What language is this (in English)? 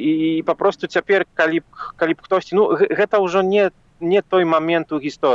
Belarusian